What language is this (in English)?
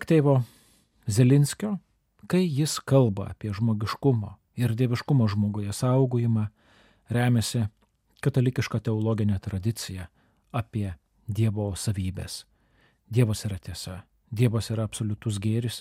Lithuanian